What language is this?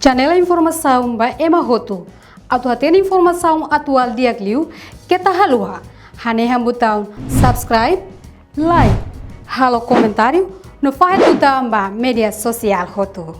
Tetum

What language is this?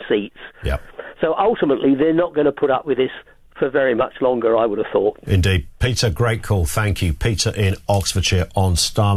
English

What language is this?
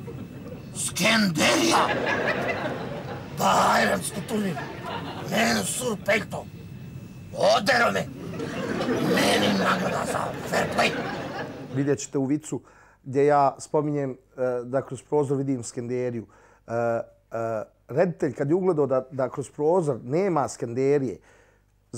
Bosnian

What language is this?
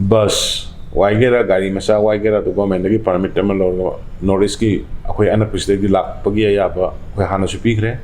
Manipuri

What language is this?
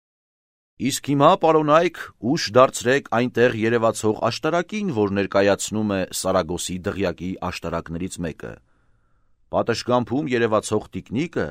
Armenian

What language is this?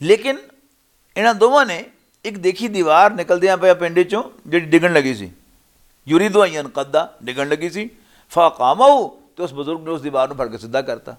Western Panjabi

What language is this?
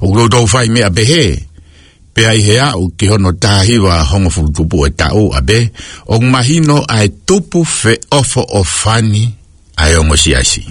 Tongan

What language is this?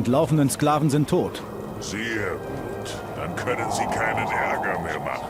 Bavarian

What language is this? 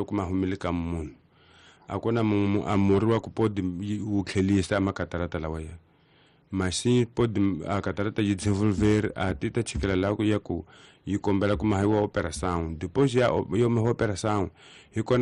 Tsonga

